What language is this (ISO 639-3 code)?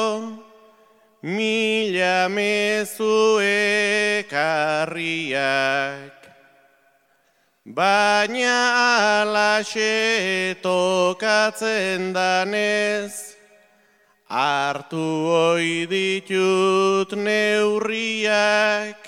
eus